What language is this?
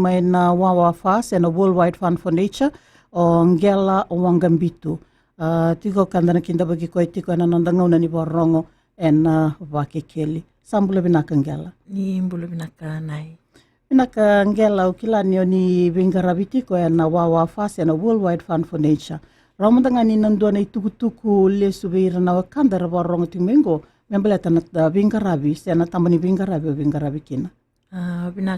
Fijian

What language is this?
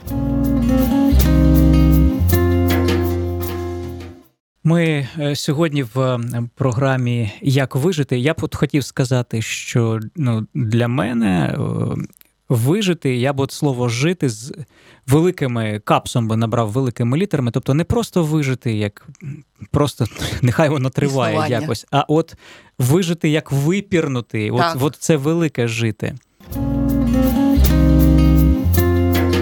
Ukrainian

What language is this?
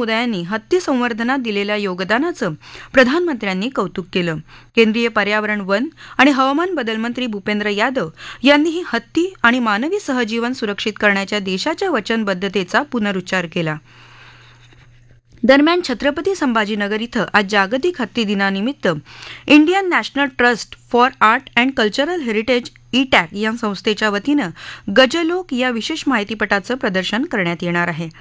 Marathi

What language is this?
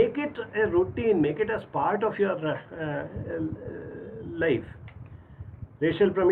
English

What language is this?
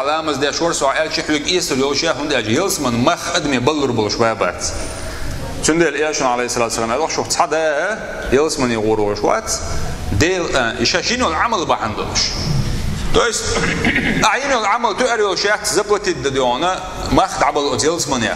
Chechen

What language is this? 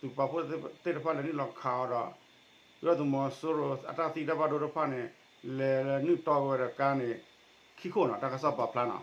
S'gaw Karen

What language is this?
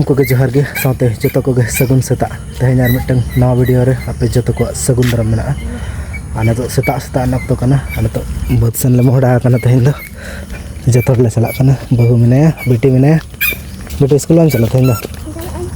Santali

